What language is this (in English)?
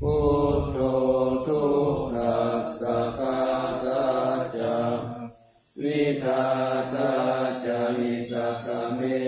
Pali